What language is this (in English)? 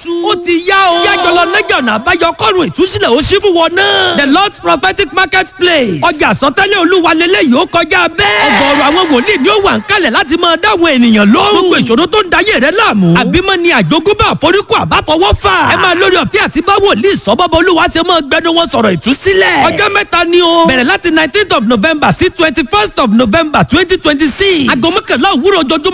Yoruba